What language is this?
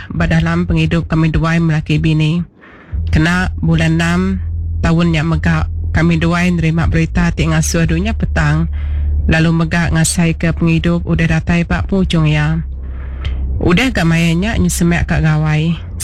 Iban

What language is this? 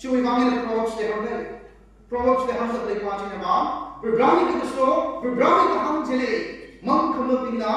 Tangkhul Naga (India)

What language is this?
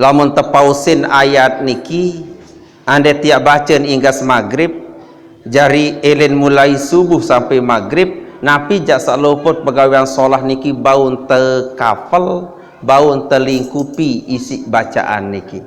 Sasak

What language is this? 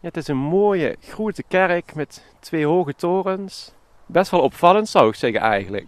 Limburgish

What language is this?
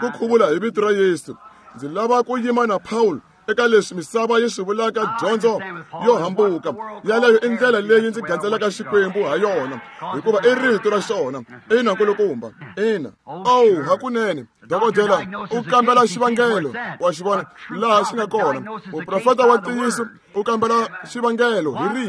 Tsonga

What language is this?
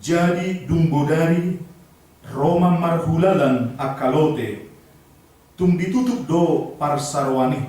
Batak Toba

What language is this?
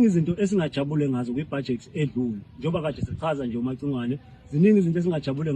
Zulu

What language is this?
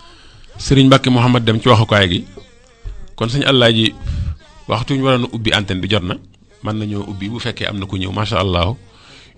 Wolof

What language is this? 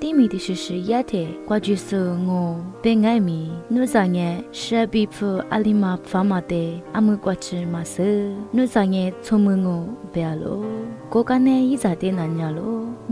Lisu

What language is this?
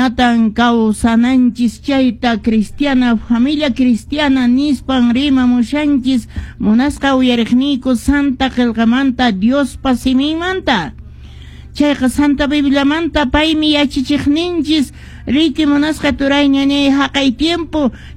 Quechua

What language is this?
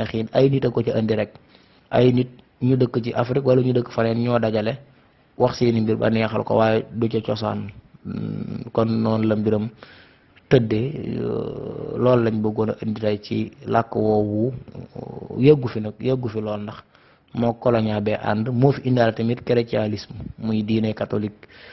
Wolof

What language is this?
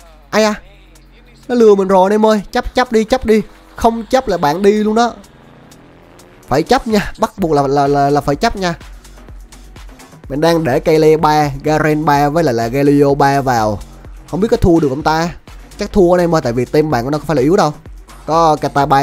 Vietnamese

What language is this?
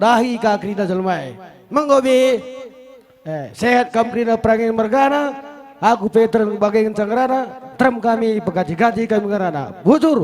Batak Karo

